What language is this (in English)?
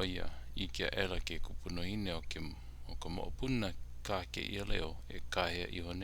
Hawaiian